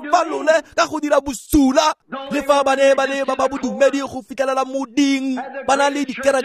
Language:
Tswana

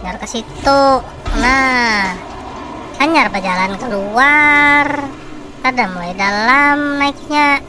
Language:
Banjar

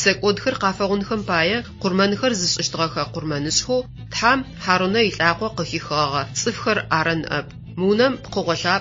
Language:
Adyghe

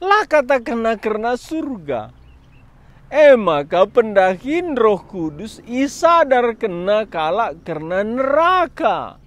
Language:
Batak Karo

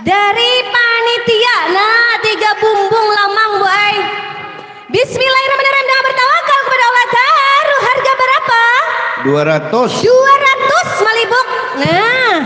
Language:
Banjar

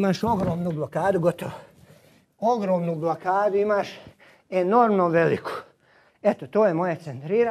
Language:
Croatian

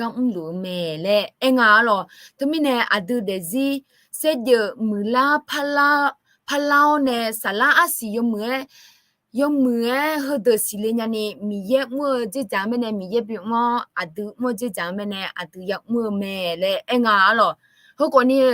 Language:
Akha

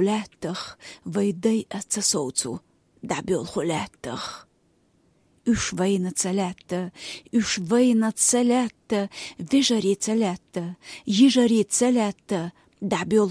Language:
Chechen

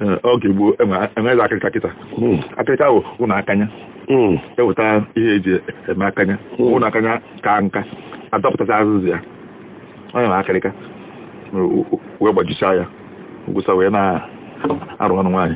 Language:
Igbo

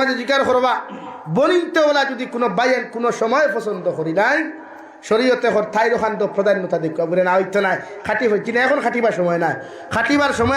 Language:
Sylheti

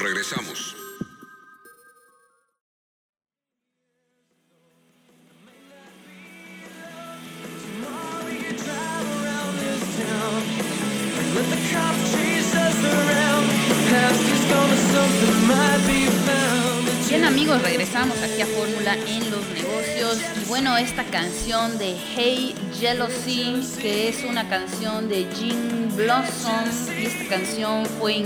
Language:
Spanish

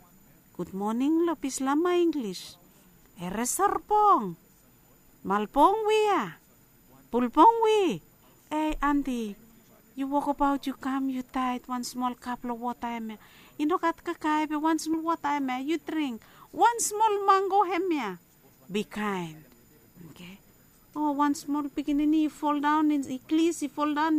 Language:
Bislama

